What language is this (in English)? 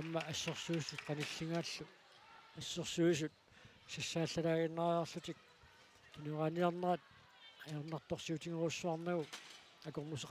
Kalaallisut